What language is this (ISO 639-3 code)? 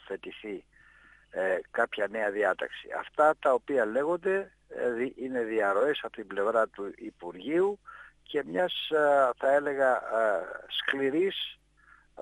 ell